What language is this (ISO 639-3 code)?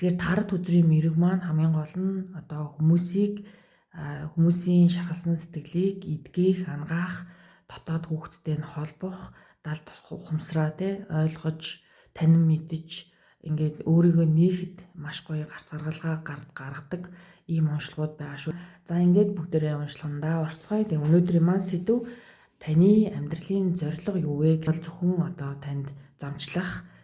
mon